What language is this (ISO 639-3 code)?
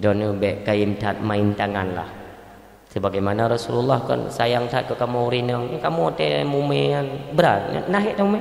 ace